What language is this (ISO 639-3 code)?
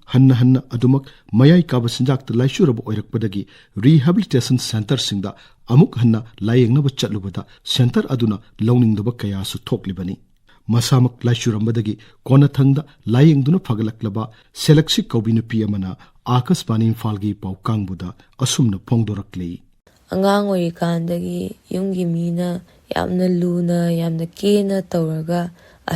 mni